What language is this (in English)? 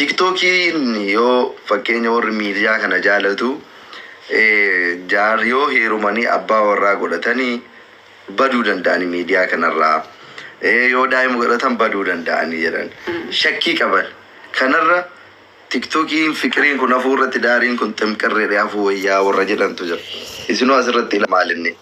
Oromo